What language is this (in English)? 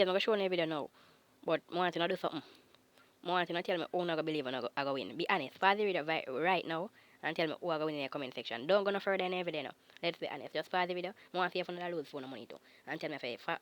Jamaican Creole English